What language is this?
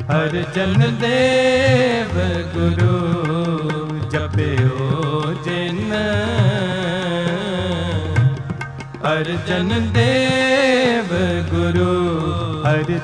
Punjabi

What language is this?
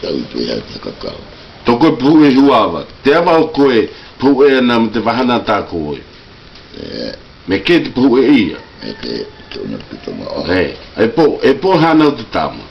South Marquesan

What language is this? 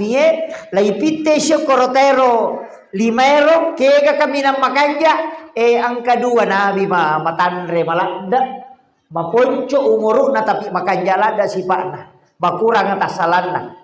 Buginese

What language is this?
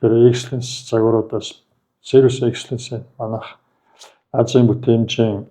Mongolian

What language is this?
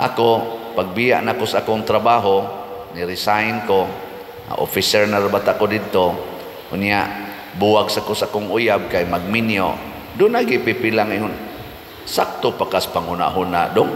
Cebuano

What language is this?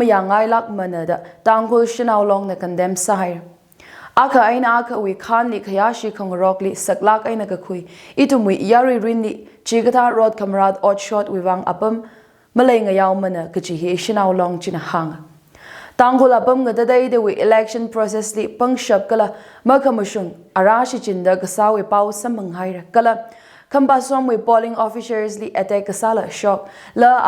Tangkhul Naga (India)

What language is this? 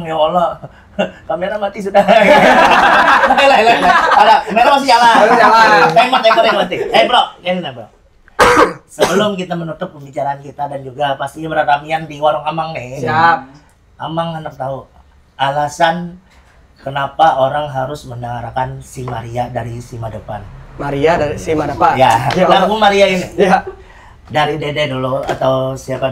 Banjar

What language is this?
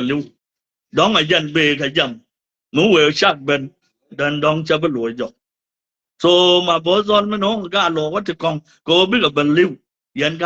Nuer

